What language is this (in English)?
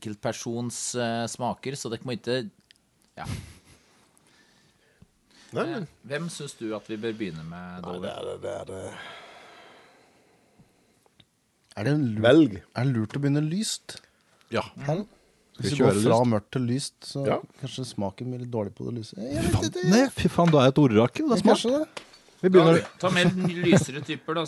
Norwegian